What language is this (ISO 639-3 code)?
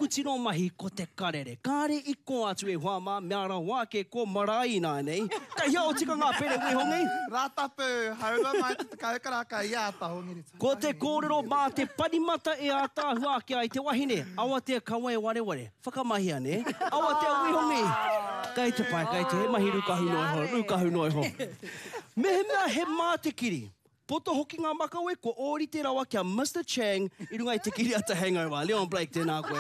mri